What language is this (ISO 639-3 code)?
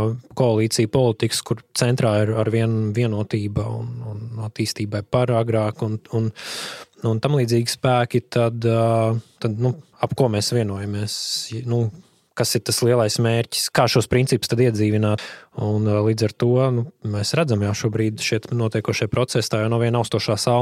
lav